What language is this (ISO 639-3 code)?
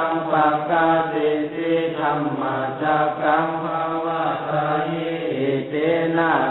pli